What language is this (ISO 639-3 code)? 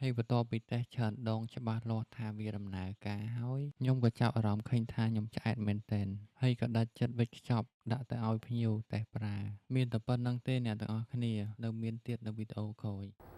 khm